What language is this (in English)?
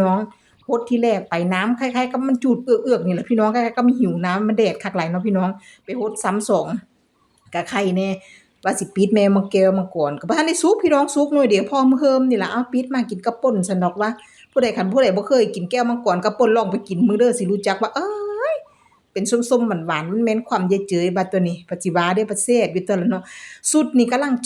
Northeastern Thai